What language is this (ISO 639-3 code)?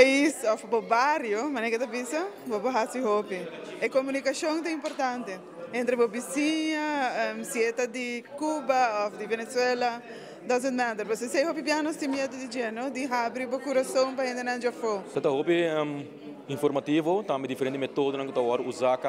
pap